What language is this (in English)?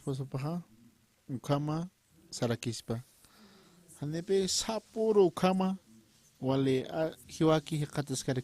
Aymara